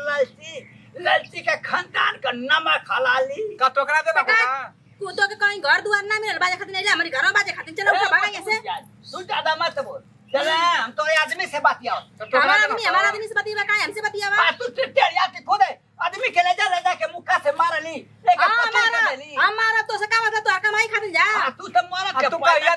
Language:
Bhojpuri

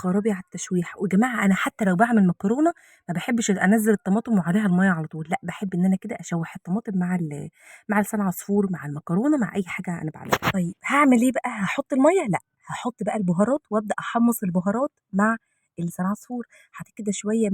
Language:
Egyptian Arabic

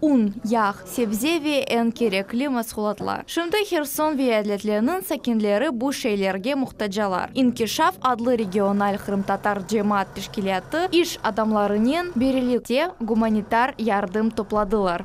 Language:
Crimean Tatar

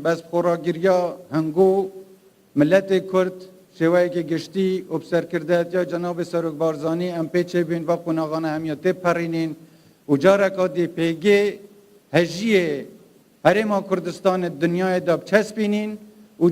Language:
Kurdish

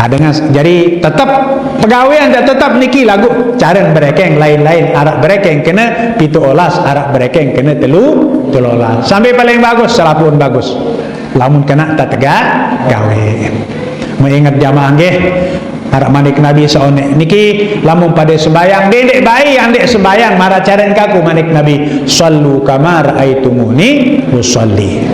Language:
Sasak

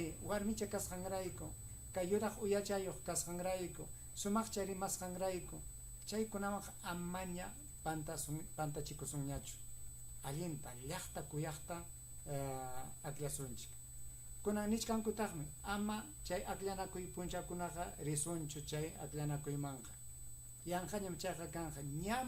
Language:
Ayacucho Quechua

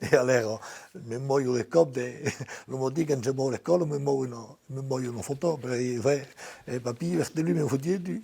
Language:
Occitan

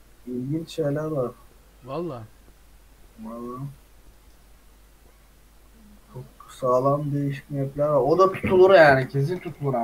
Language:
Turkish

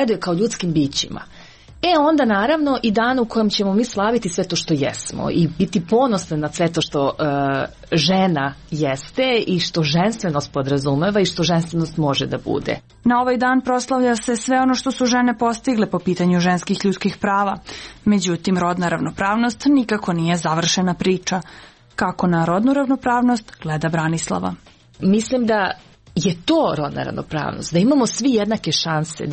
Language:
Serbian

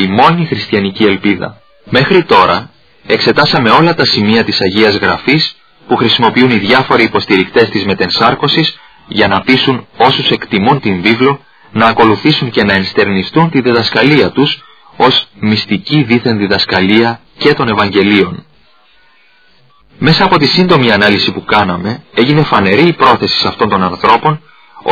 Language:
Greek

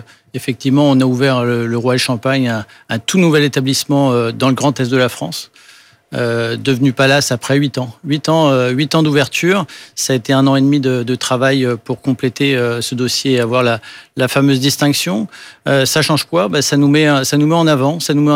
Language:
French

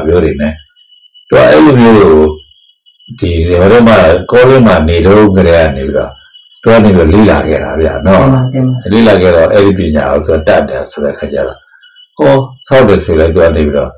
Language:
Burmese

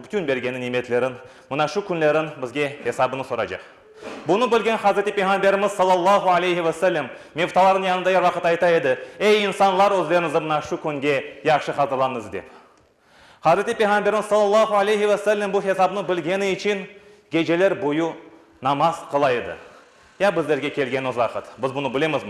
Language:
Crimean Tatar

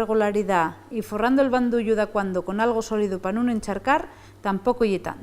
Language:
Asturian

